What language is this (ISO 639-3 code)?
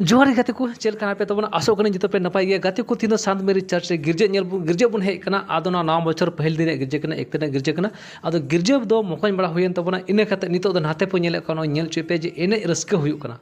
sat